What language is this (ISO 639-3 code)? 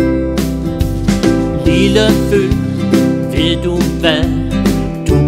dan